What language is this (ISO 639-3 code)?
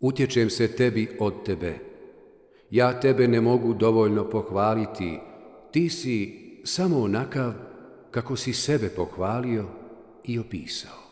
bos